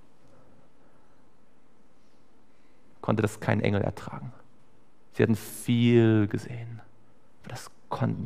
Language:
German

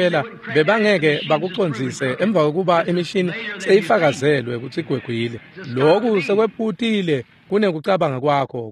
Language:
Swati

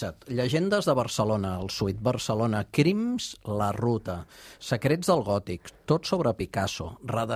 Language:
Catalan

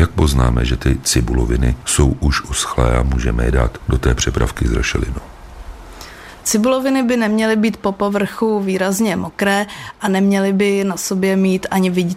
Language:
Czech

